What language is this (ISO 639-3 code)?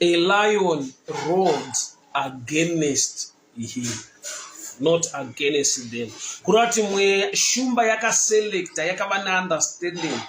sna